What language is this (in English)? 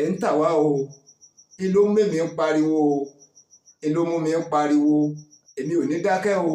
Yoruba